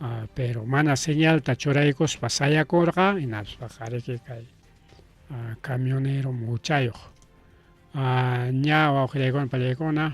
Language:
Ayacucho Quechua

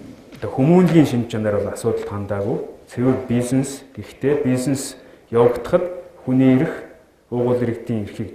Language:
Mongolian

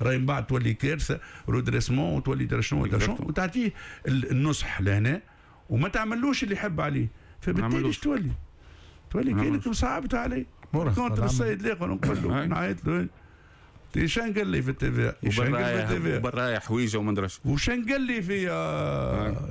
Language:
Tunisian Arabic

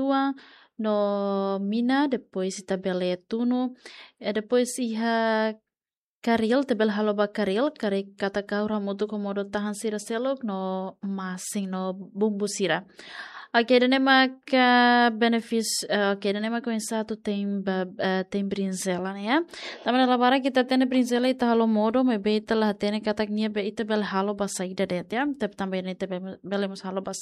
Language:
Tetum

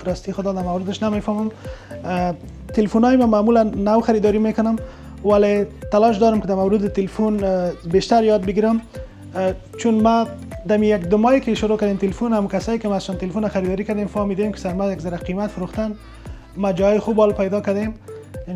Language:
Persian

